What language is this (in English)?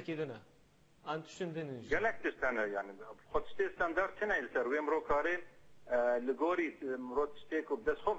Kurdish